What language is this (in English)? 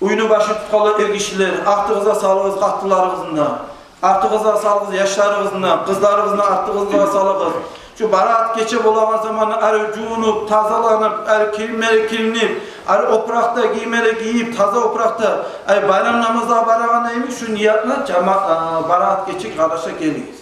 Kumyk